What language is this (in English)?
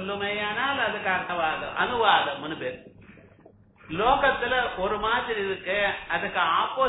Tamil